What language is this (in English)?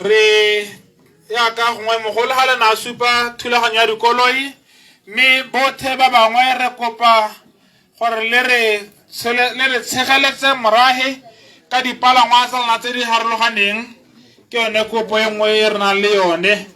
Tswana